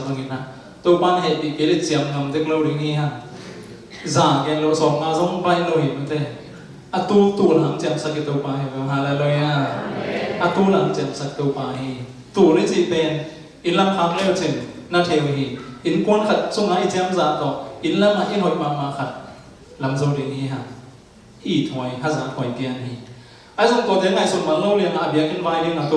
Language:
Tedim Chin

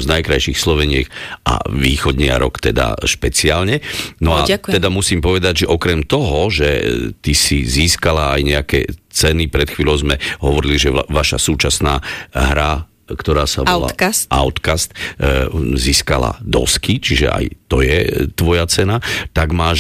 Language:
Slovak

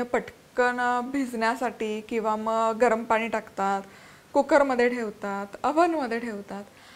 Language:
Marathi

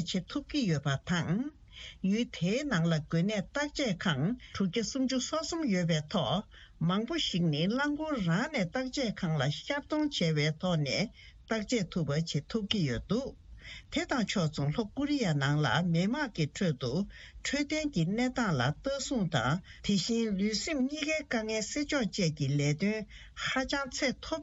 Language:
Tibetan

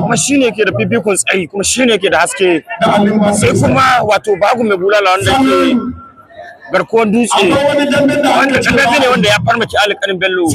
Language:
Hausa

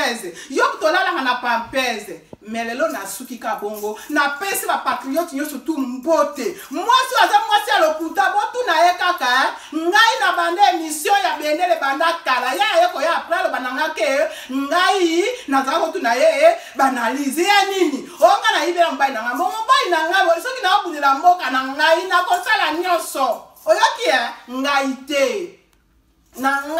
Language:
Lingala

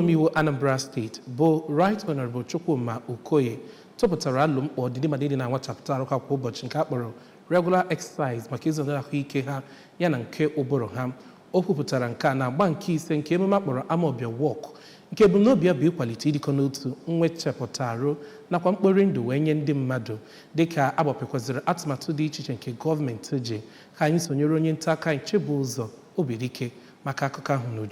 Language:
Igbo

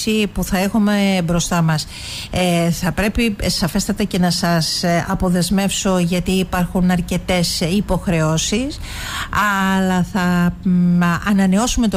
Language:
Greek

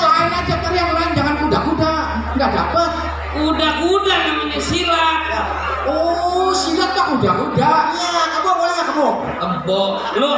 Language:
Betawi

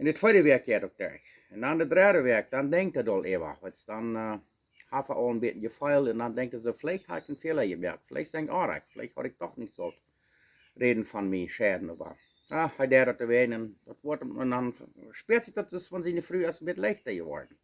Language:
Plautdietsch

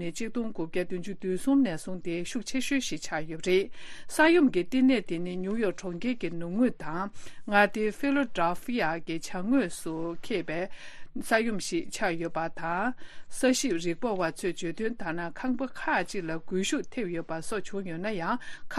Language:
Tibetan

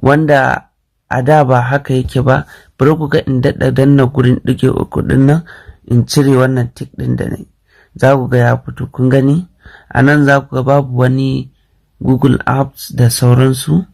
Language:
Hausa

